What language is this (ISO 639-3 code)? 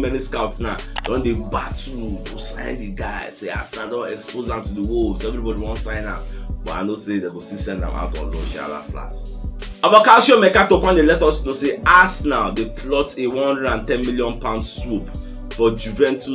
pcm